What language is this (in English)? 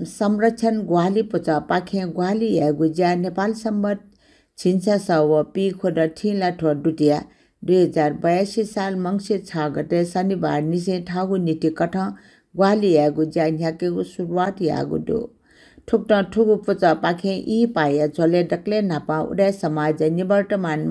Newari